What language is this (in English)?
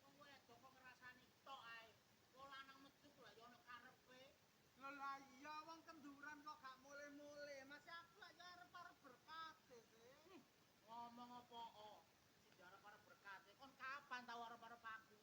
Javanese